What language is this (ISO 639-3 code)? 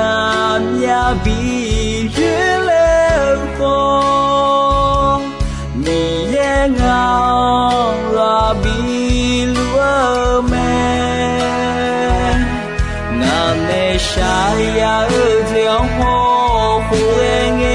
ahk